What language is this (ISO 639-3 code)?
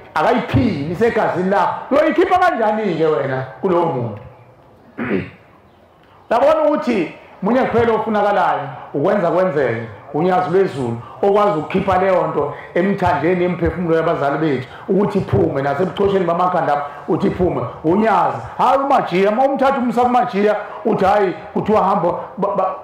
zul